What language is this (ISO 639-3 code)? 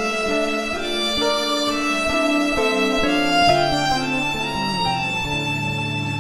sah